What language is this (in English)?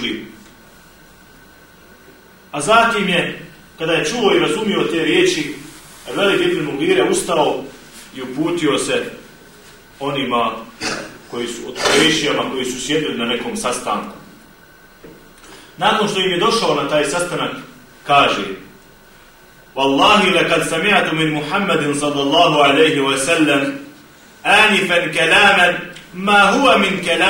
Bosnian